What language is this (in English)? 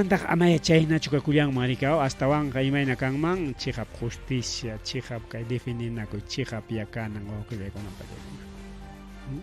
Ayacucho Quechua